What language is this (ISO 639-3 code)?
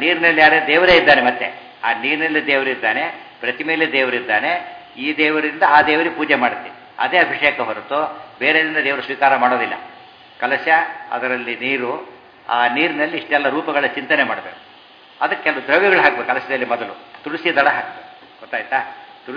kan